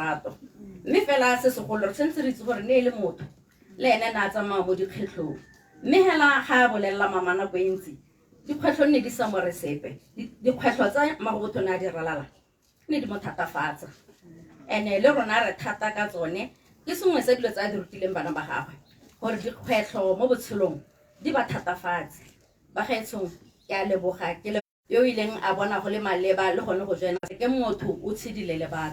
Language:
Tswana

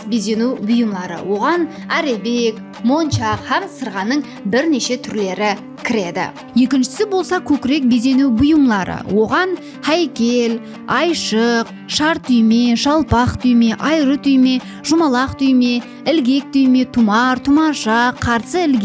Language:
Kara-Kalpak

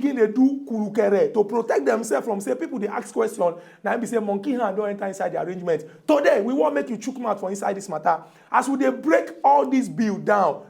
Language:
Nigerian Pidgin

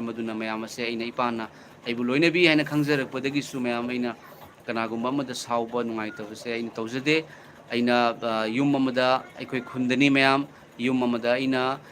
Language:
Manipuri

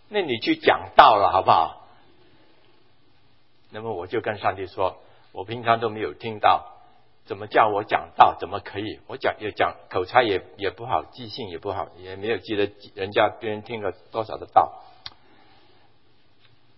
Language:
Chinese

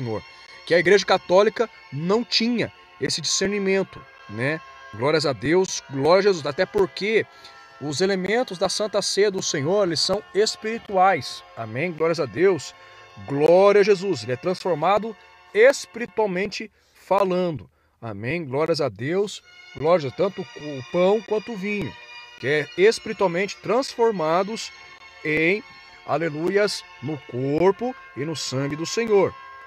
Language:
Portuguese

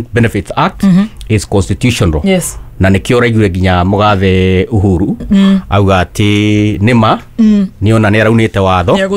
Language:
Kikuyu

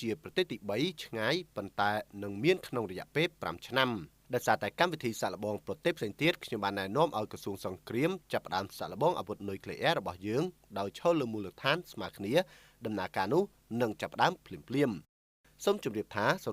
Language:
Khmer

